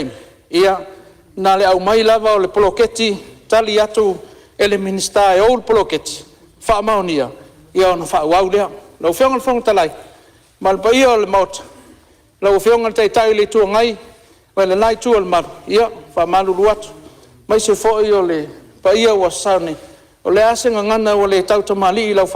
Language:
Samoan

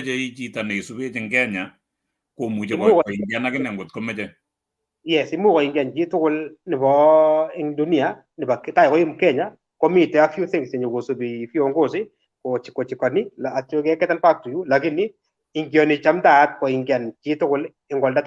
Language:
Kalenjin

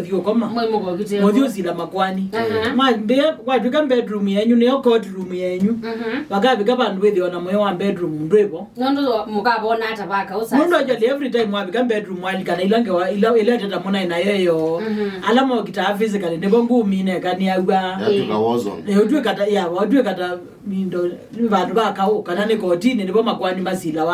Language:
Kamba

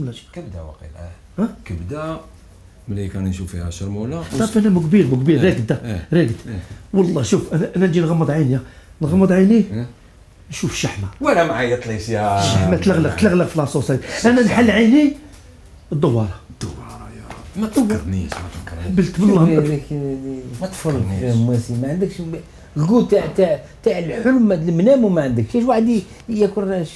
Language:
Algerian Arabic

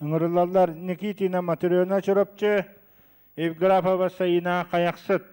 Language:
Yakut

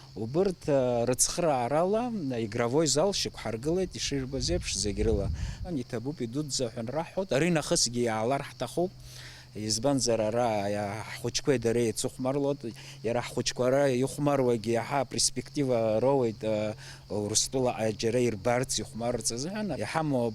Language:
Abkhazian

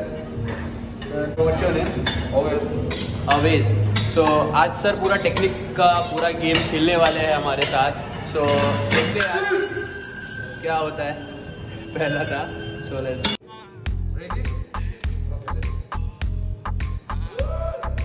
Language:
Hindi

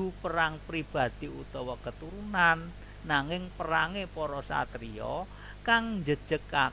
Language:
Javanese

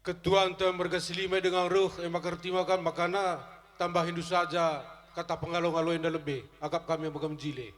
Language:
Batak Karo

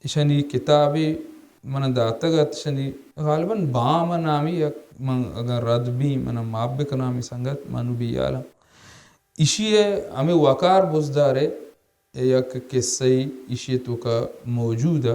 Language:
Baluchi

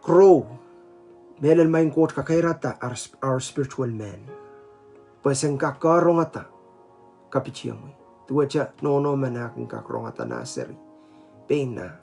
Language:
Pohnpeian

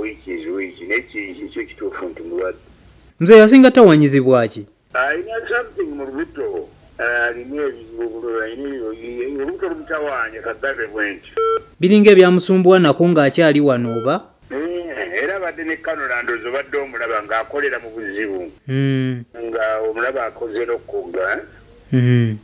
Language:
Ganda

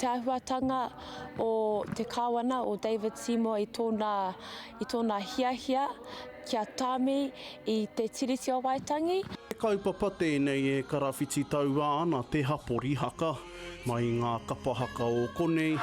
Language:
Māori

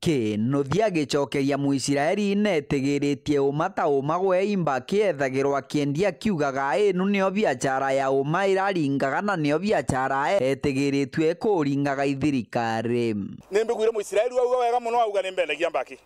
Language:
Meru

